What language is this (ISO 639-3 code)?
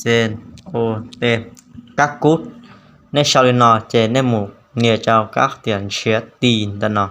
hmn